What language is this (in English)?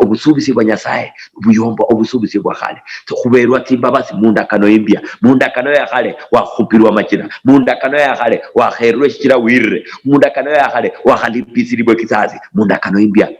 Luyia